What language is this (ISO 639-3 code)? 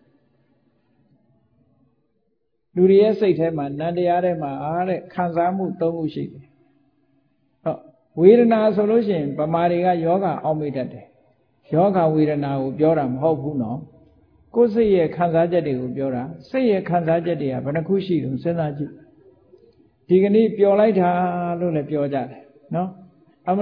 mya